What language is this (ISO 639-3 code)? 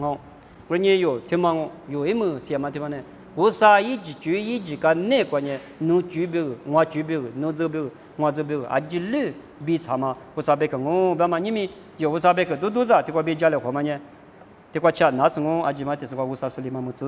lis